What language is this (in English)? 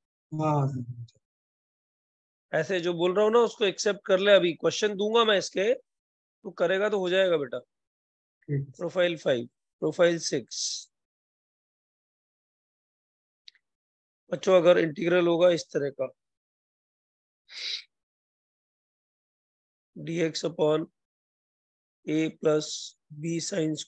Hindi